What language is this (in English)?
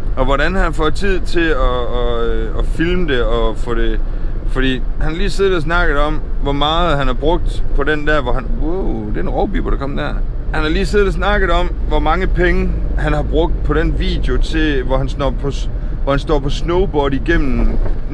Danish